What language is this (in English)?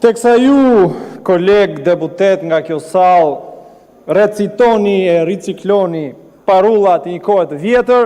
Albanian